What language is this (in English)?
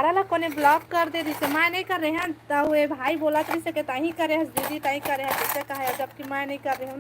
Chhattisgarhi